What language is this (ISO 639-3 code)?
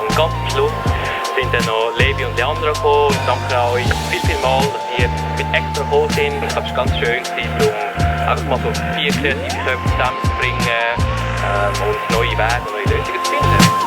gsw